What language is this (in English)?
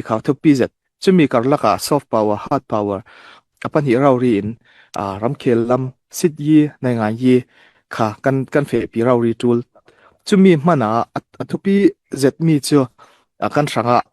Falam Chin